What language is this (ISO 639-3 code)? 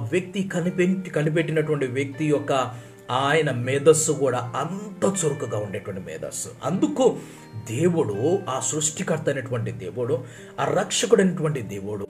tel